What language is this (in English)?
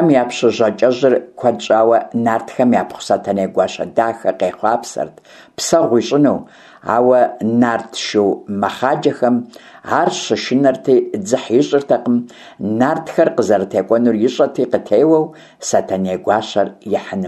Kabardian